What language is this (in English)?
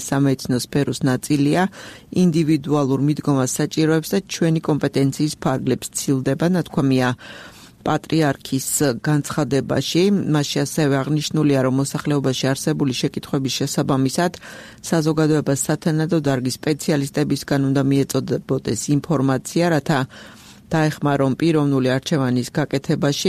Georgian